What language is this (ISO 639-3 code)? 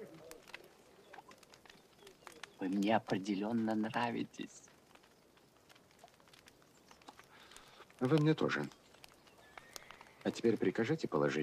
rus